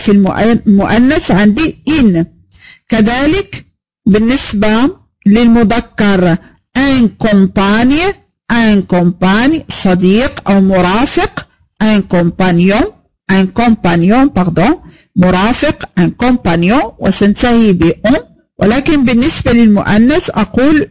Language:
Arabic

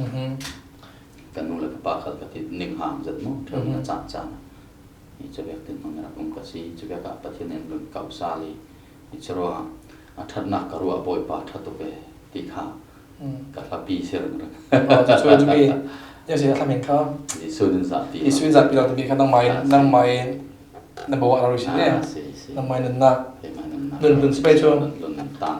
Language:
Falam Chin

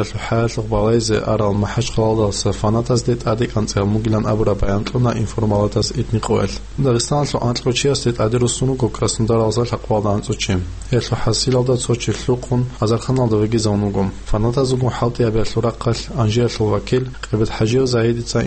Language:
Avaric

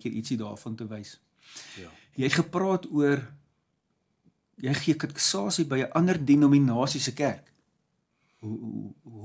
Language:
Afrikaans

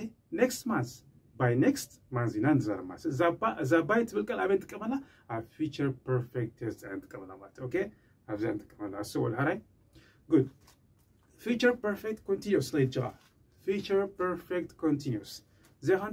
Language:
Tigrinya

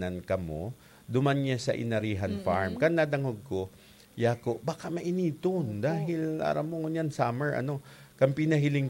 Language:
Bikol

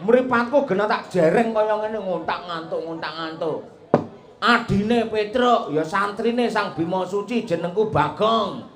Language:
Javanese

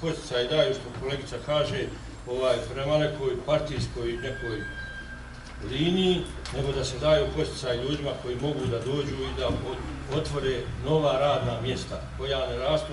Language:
Bosnian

